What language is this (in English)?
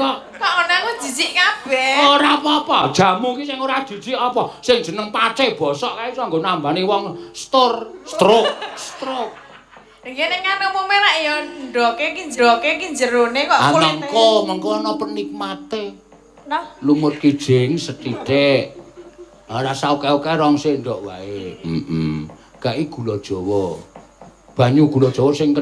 Javanese